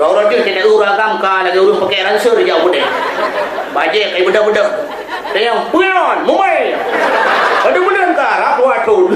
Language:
Achinese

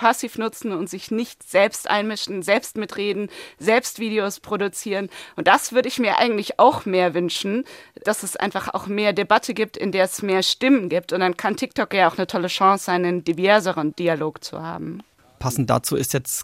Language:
German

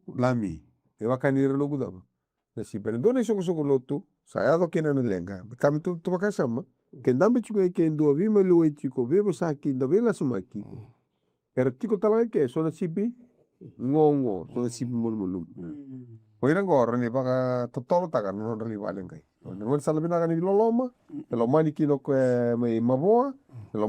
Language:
Fijian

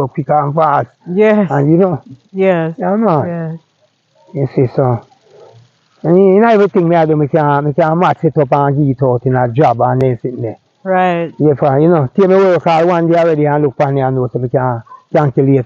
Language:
Jamaican Creole English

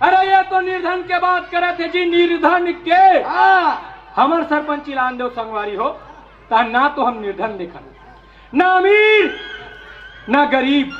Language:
Chhattisgarhi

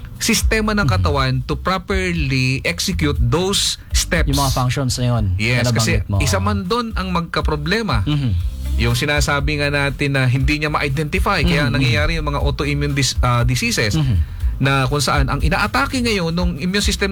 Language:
Filipino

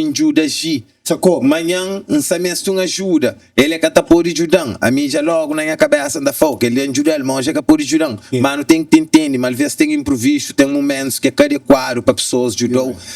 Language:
Kabuverdianu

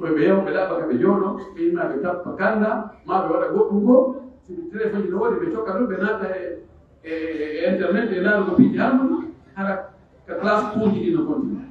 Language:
Pular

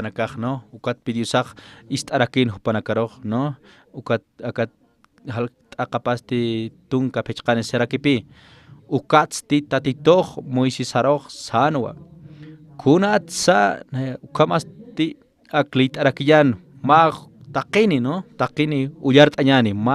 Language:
Aymara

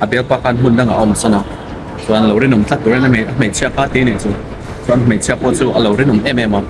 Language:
Mizo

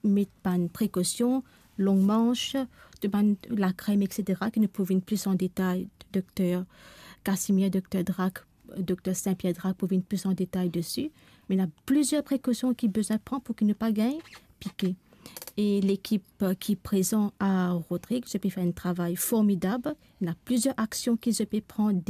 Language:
Morisyen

